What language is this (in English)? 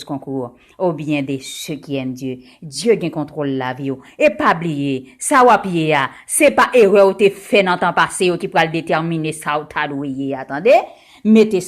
Haitian Creole